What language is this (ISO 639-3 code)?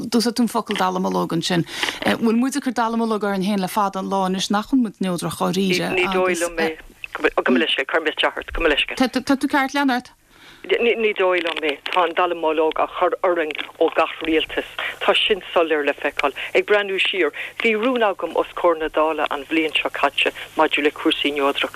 gle